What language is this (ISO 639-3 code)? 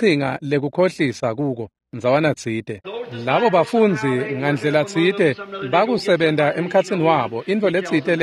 ssw